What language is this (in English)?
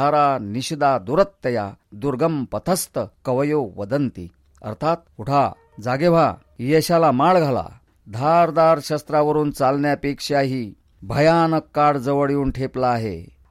Marathi